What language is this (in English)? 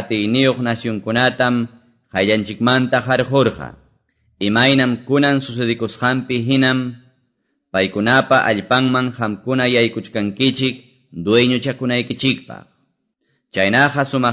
Quechua